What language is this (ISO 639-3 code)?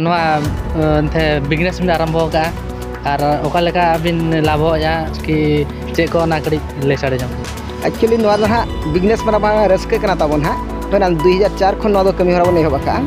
sat